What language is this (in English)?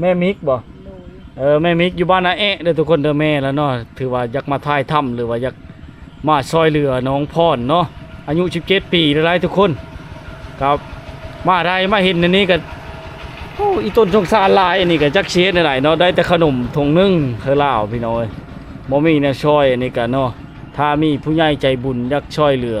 Lao